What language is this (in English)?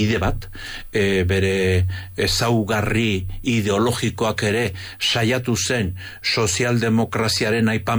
Basque